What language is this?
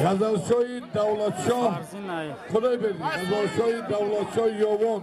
Tajik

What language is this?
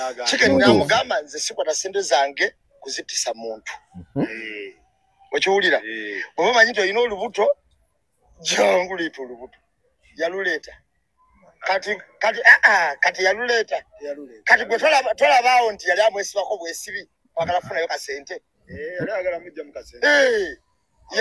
Ganda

